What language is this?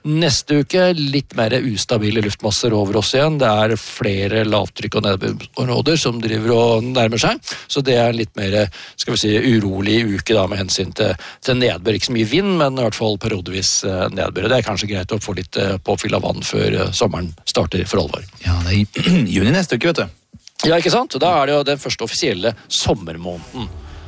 Norwegian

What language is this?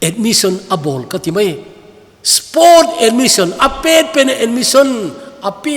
Thado Chin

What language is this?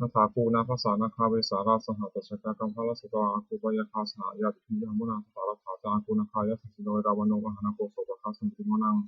Pali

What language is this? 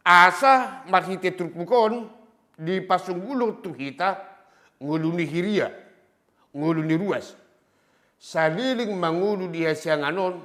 Batak Toba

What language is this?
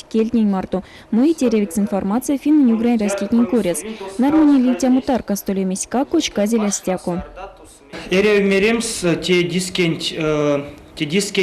Erzya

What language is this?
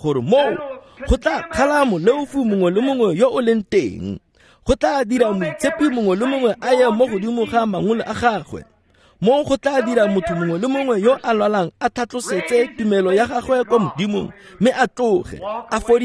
Tswana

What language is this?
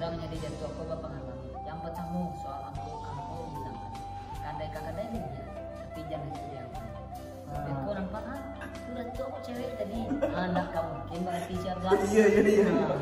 Minangkabau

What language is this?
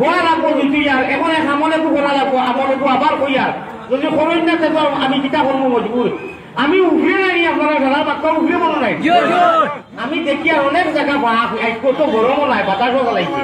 Sylheti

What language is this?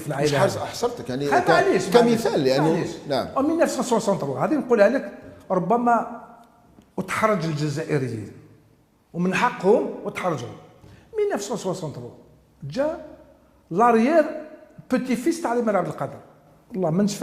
Algerian Arabic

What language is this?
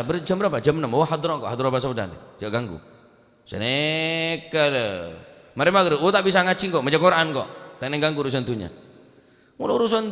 Madurese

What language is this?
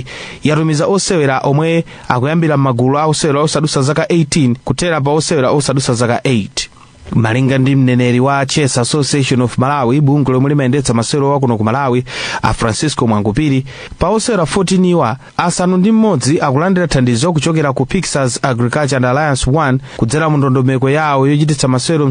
Nyanja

